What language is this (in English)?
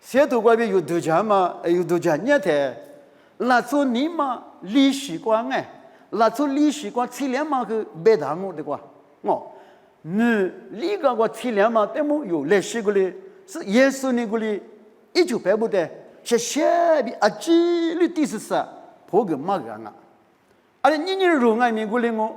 Lisu